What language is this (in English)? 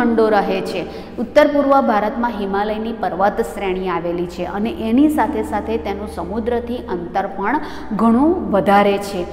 Gujarati